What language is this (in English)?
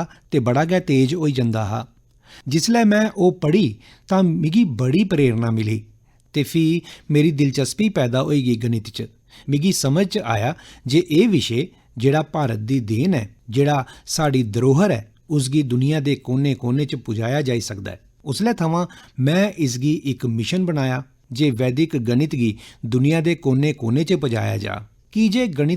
Dogri